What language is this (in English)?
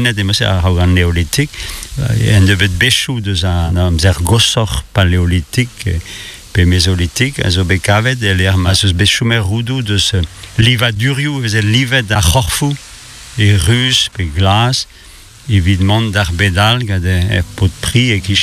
Breton